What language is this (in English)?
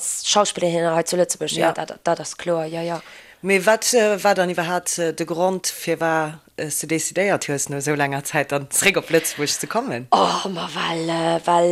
Luxembourgish